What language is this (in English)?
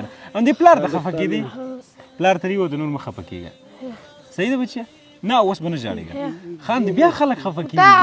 Pashto